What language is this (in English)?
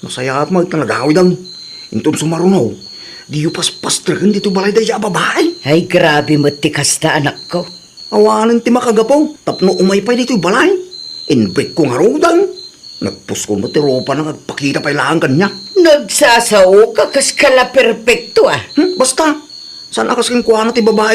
Iloko